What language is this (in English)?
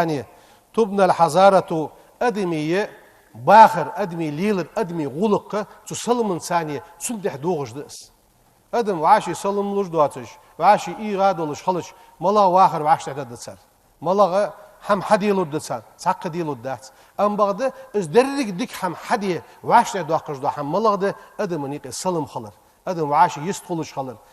Ingush